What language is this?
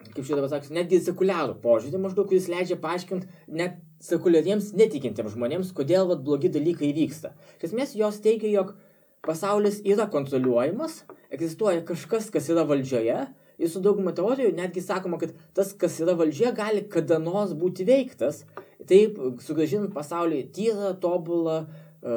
Lithuanian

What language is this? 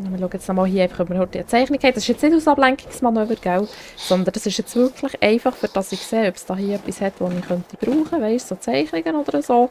Swiss German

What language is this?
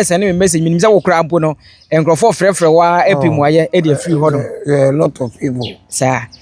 Akan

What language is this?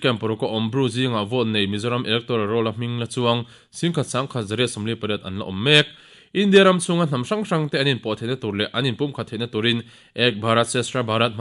Mizo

